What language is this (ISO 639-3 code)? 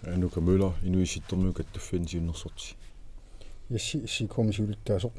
kal